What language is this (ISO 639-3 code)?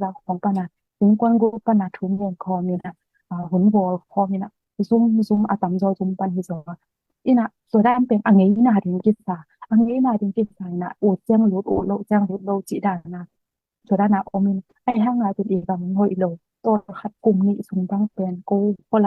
ctd